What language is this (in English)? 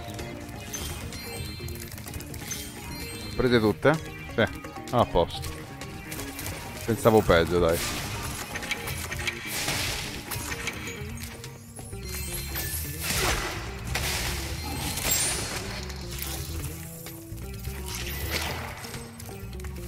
Italian